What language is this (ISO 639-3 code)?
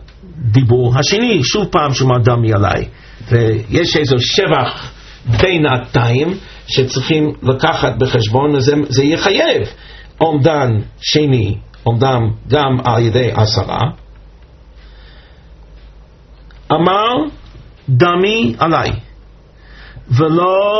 heb